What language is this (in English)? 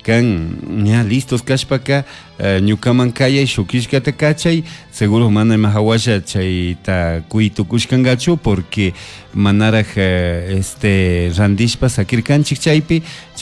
Chimborazo Highland Quichua